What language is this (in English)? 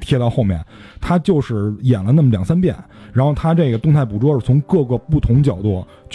Chinese